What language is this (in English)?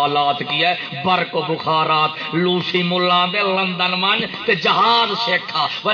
Saraiki